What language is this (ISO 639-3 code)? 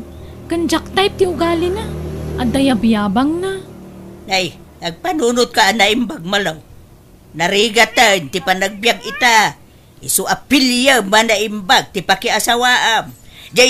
ilo